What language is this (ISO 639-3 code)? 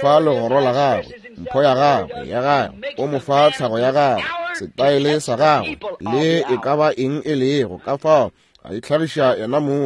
nso